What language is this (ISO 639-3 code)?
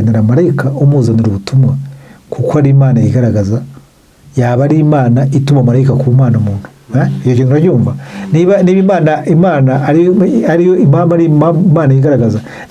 kin